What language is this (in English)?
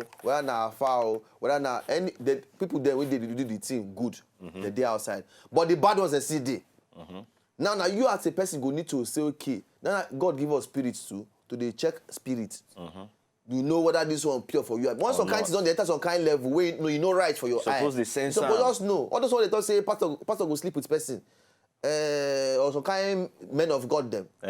Nigerian Pidgin